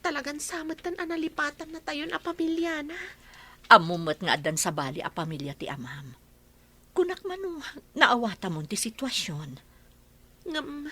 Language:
Iloko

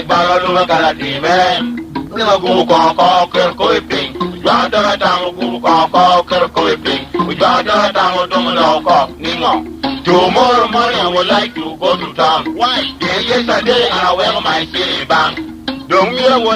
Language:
Lango (Uganda)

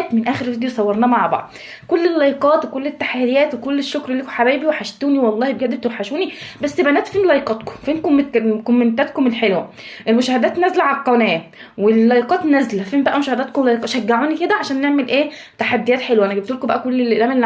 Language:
Egyptian Arabic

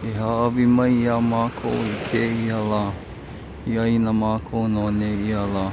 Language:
Hawaiian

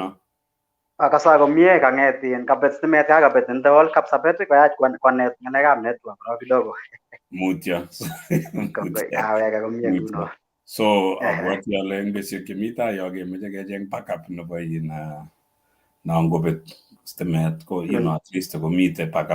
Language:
Kalenjin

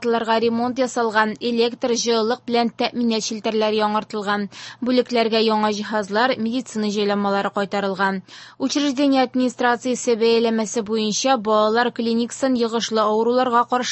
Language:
Tatar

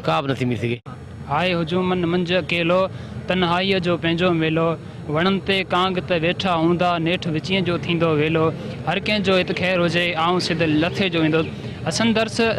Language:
Sindhi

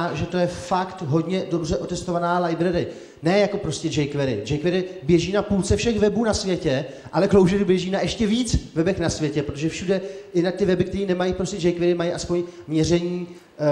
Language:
Czech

